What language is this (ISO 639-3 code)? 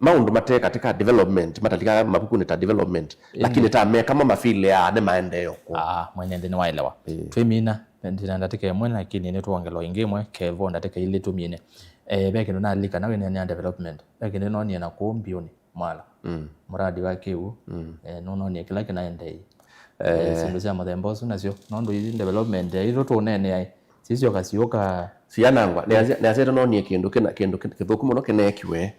kam